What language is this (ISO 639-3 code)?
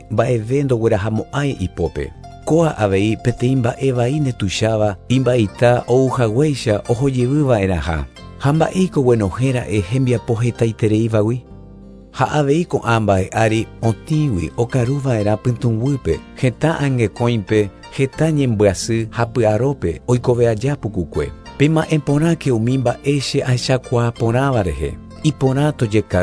grn